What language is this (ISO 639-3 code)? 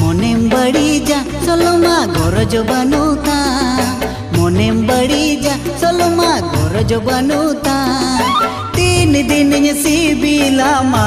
sat